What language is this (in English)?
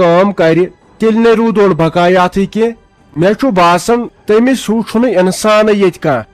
Kashmiri